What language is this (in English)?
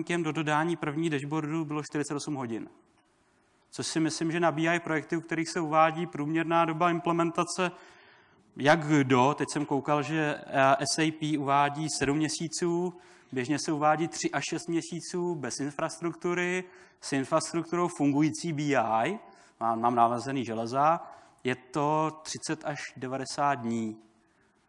Czech